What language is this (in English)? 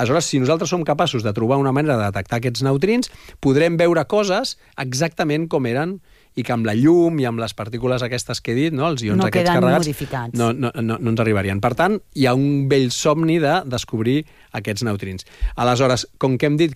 Catalan